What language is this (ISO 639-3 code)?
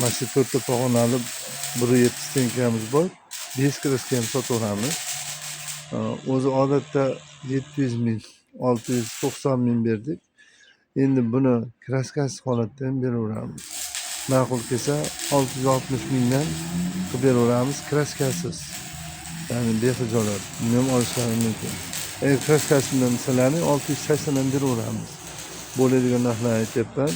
uzb